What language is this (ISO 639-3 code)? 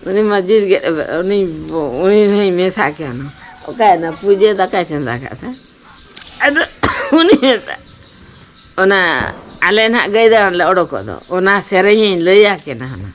sat